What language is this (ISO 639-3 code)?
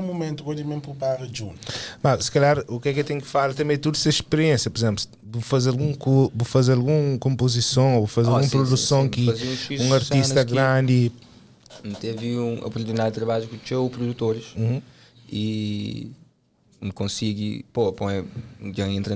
kea